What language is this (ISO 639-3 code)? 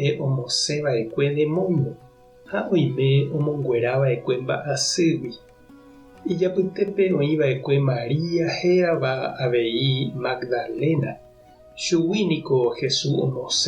grn